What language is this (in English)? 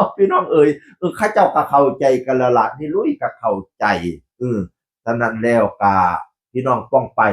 Northeastern Thai